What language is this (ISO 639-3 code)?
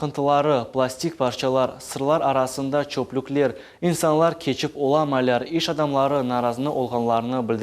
crh